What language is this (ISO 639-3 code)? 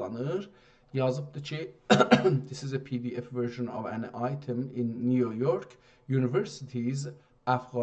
azb